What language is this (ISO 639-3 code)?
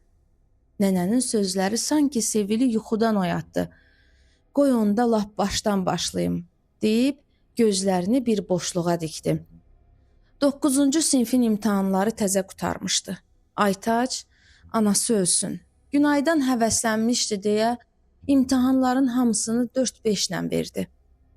aze